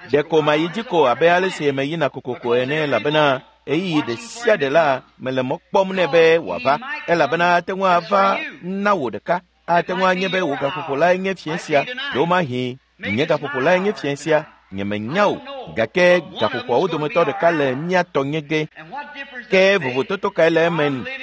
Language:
Ewe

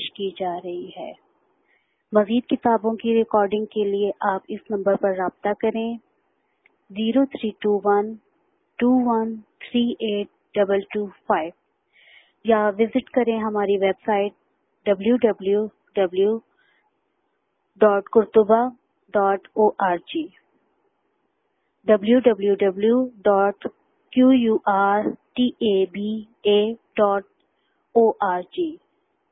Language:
Urdu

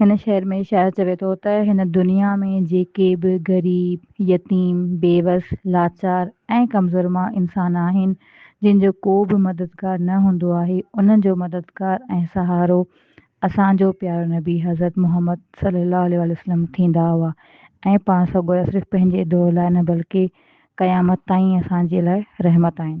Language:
Sindhi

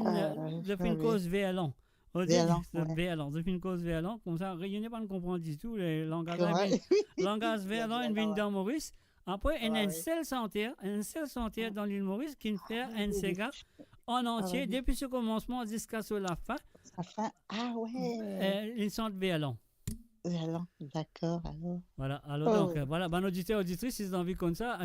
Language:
Morisyen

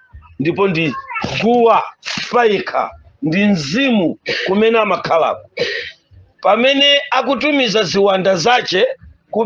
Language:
Nyanja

